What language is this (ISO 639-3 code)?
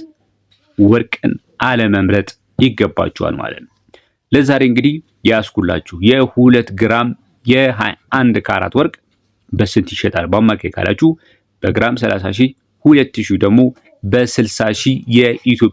amh